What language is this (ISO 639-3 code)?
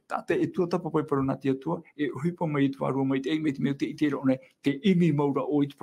tah